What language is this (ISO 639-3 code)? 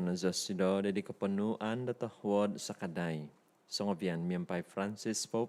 dtp